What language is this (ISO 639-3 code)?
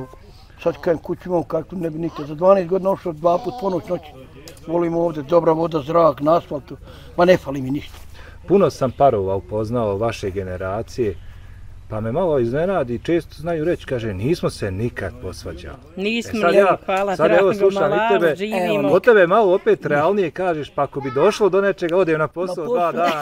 bos